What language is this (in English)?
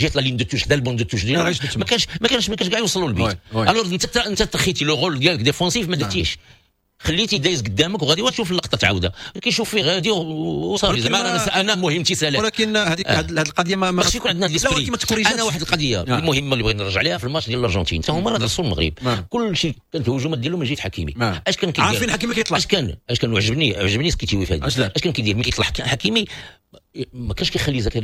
Moroccan Arabic